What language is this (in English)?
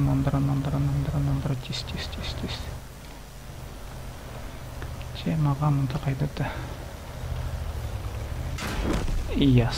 Kazakh